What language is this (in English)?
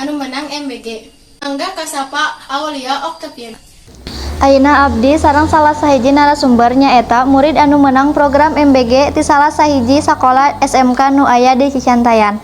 Sundanese